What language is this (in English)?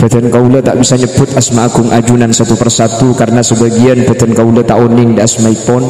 Madurese